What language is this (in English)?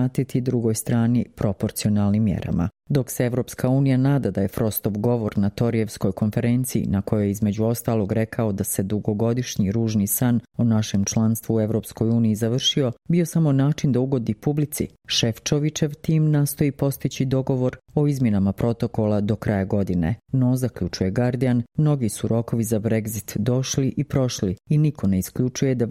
Croatian